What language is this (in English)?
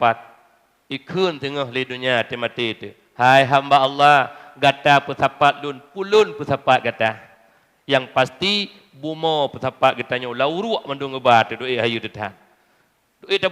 Achinese